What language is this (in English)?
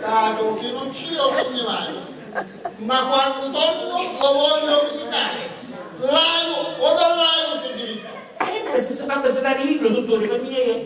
Sicilian